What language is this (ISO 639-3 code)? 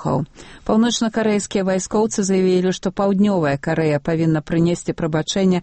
bel